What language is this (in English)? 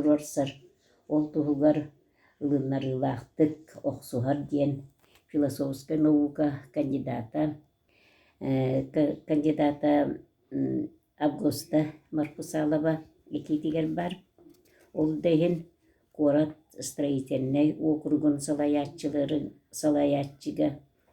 Yakut